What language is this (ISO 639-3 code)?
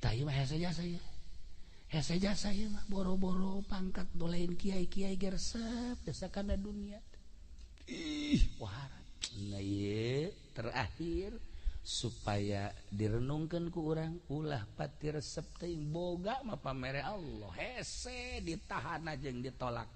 sun